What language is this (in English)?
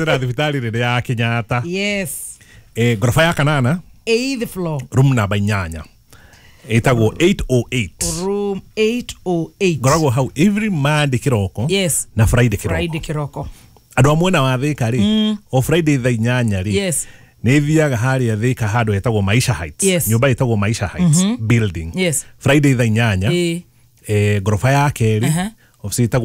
Kikuyu